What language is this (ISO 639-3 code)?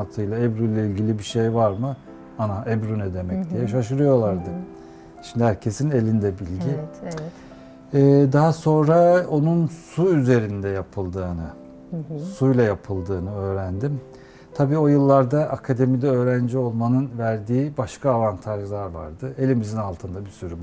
tur